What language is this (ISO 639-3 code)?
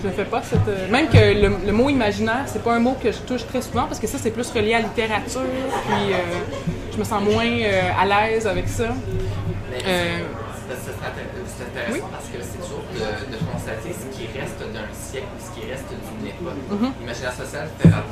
fra